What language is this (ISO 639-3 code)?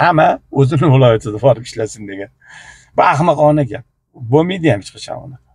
uzb